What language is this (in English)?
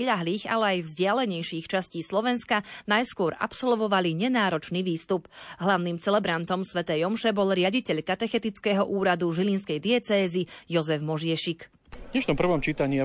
Slovak